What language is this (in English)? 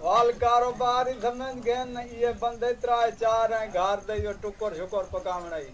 Saraiki